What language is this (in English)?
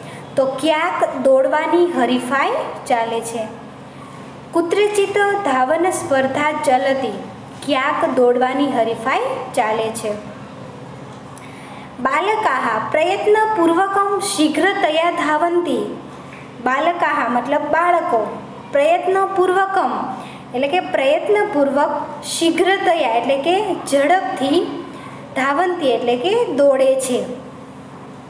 Gujarati